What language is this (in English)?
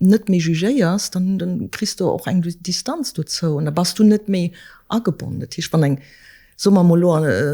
Luxembourgish